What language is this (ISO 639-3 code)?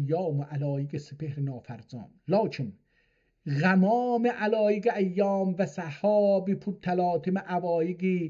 azb